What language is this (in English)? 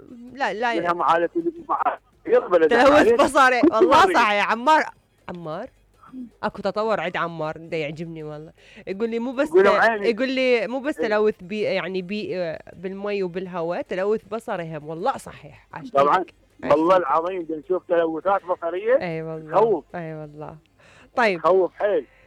Mesopotamian Arabic